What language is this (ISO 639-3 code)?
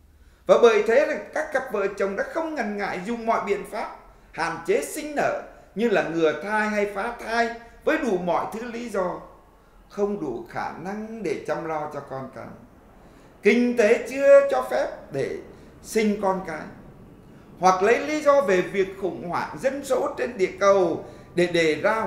vie